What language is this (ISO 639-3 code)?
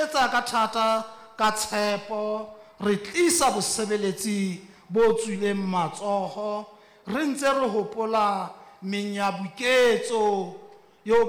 sot